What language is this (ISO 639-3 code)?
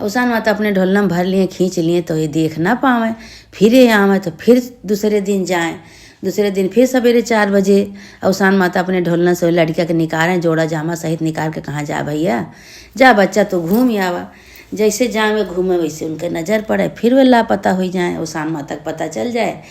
awa